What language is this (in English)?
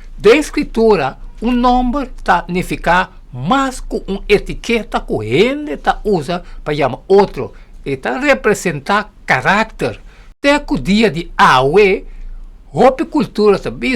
Papiamento